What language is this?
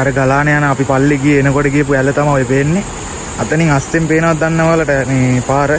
Sinhala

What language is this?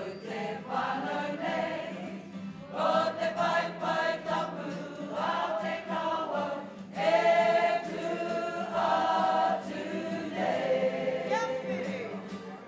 Māori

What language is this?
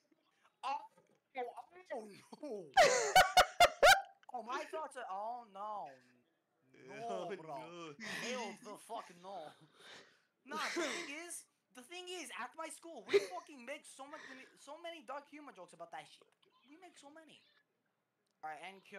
English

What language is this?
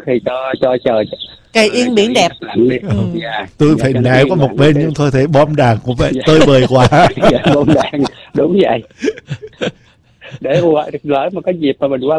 Vietnamese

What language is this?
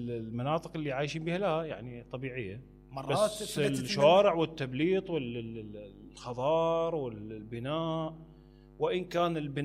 Mesopotamian Arabic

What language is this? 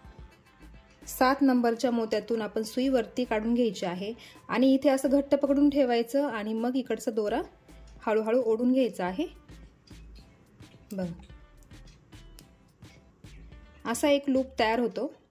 Marathi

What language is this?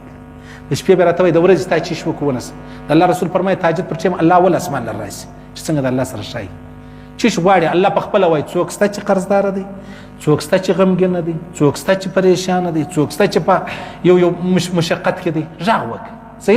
Pashto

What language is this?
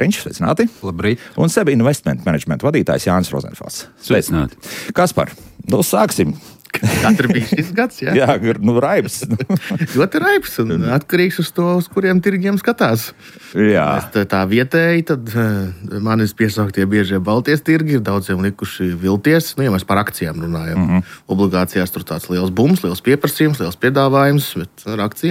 Latvian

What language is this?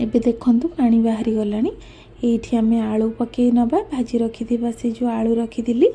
Odia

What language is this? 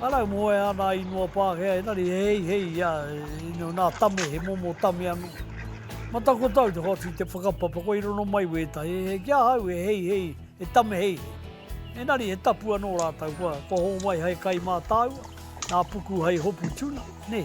Māori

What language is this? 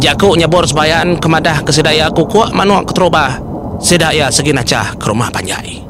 Iban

